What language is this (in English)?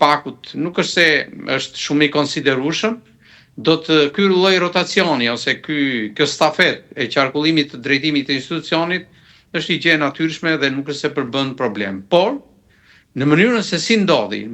Albanian